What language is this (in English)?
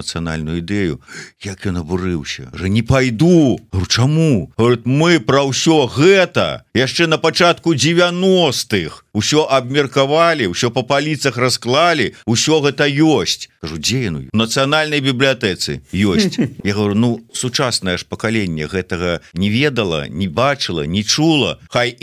Belarusian